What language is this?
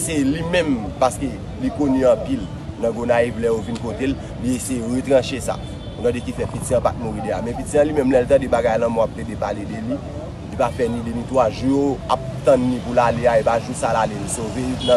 Haitian Creole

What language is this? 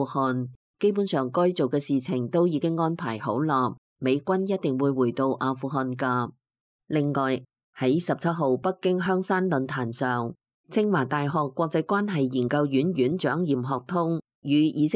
Cantonese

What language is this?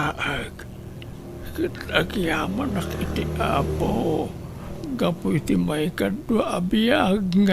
Iloko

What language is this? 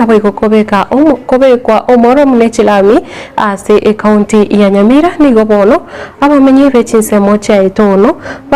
Gusii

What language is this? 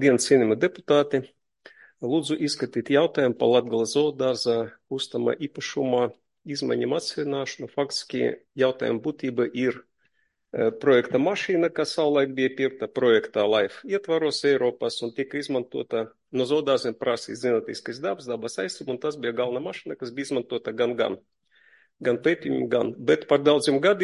Latvian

